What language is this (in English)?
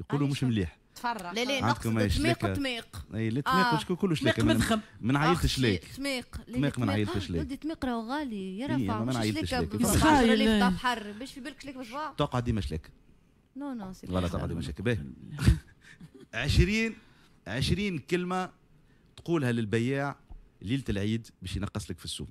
Tunisian Arabic